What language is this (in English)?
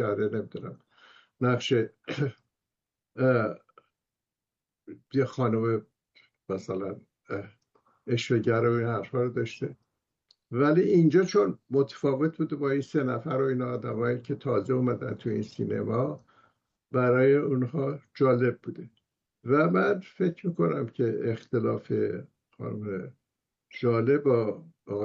Persian